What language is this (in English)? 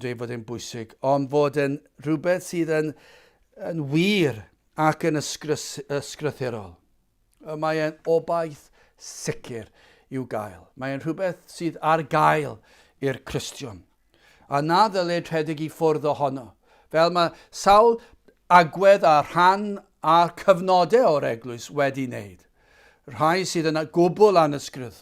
Welsh